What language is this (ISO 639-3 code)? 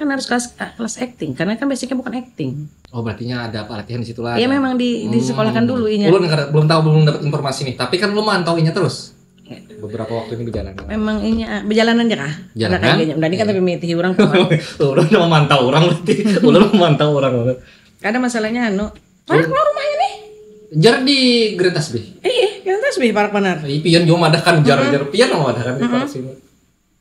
bjn